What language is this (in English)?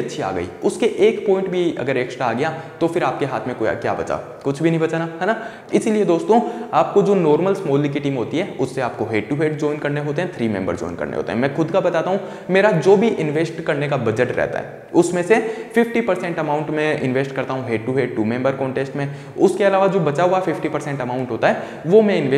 Hindi